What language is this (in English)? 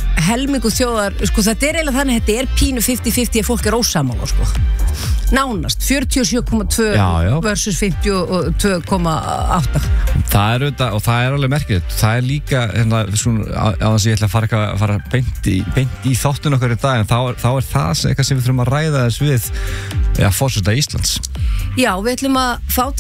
Icelandic